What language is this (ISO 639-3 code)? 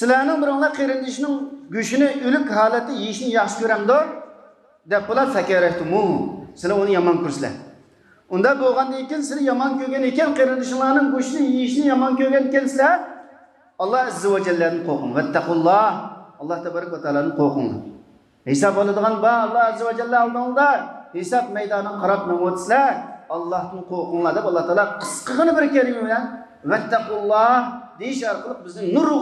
uig